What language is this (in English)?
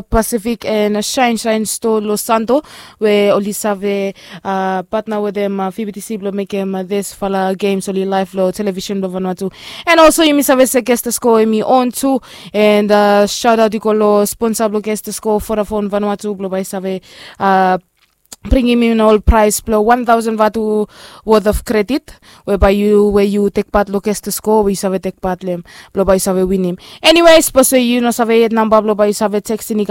Bislama